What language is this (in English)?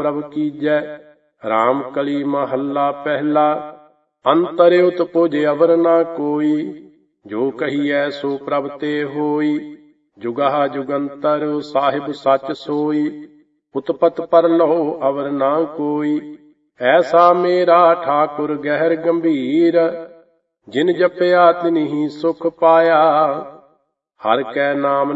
Punjabi